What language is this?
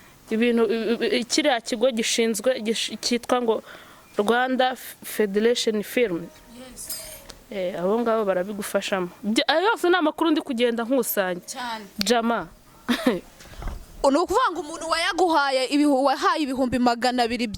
Kinyarwanda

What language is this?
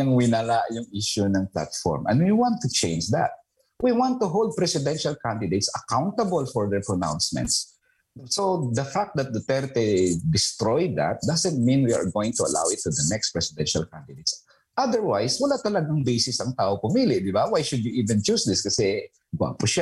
Filipino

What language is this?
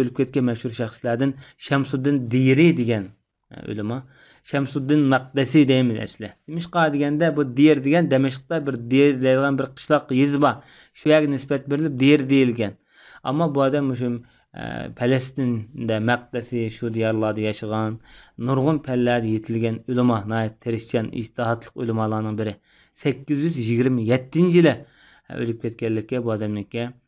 Uyghur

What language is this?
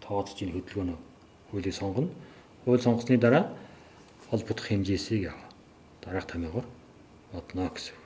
Mongolian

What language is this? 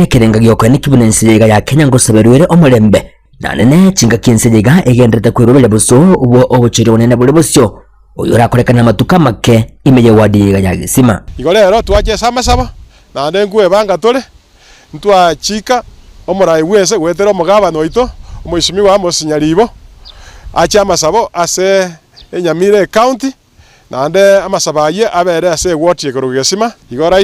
Gusii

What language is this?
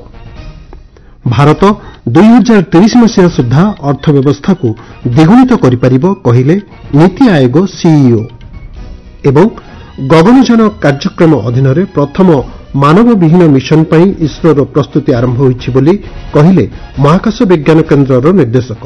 Odia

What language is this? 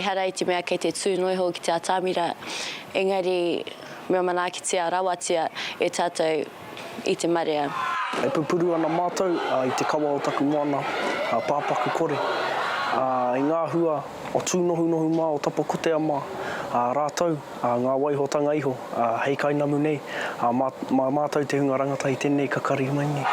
Māori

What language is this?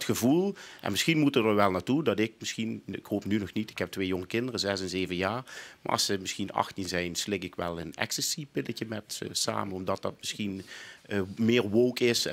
Limburgish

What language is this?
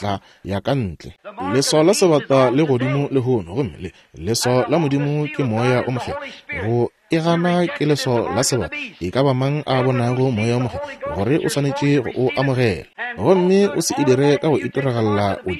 Northern Sotho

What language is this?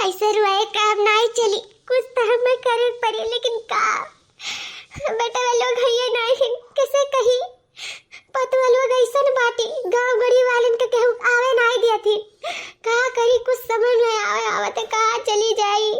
Awadhi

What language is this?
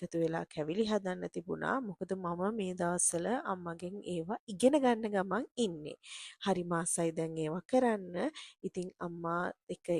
Sinhala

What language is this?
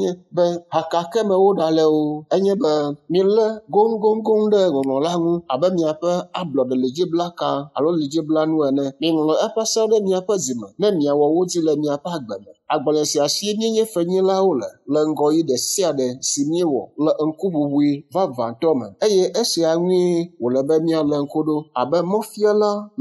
Ewe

